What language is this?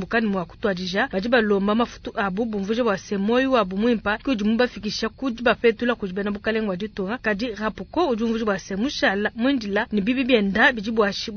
Luba-Lulua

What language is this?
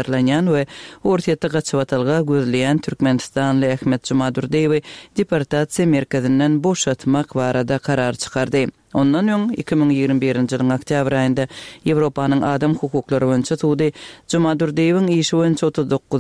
Turkmen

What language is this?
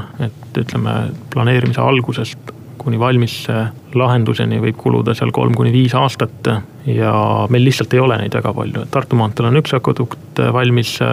Estonian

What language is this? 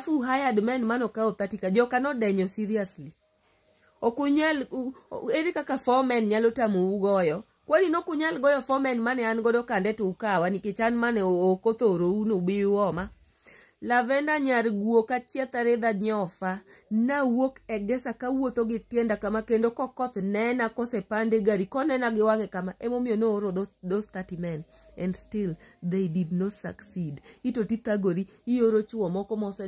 Luo (Kenya and Tanzania)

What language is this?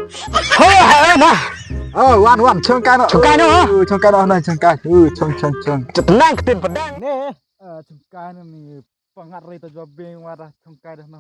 Khasi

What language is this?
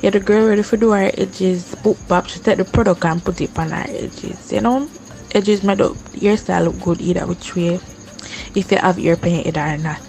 Jamaican Creole English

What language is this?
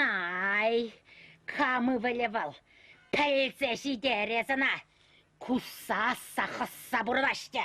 Chuvash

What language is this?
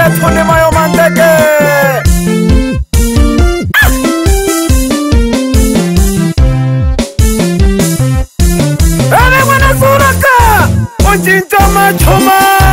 Swahili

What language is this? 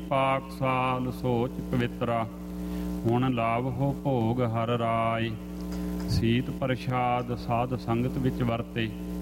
Punjabi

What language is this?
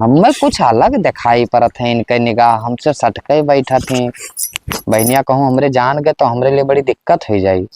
Awadhi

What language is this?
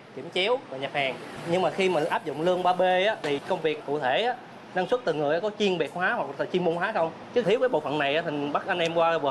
Vietnamese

